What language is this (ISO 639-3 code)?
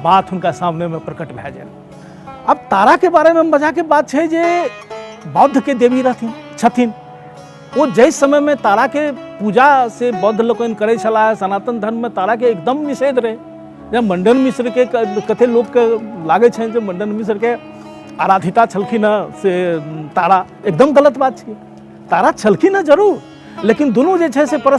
mai